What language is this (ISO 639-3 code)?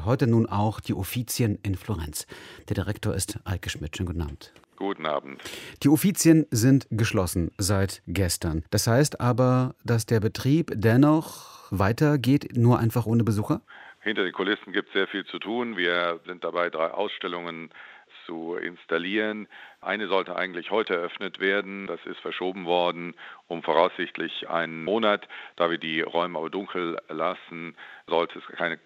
deu